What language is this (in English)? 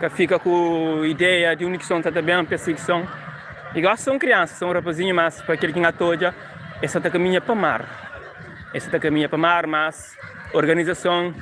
Kabuverdianu